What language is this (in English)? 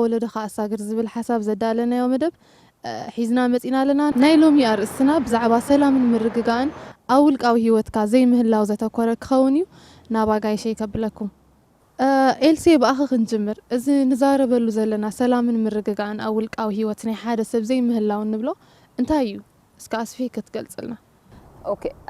Tigrinya